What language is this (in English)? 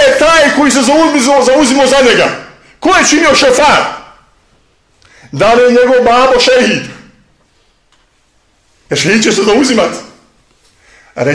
Bosnian